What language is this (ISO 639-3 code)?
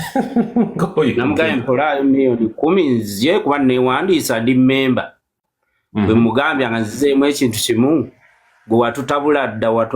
lug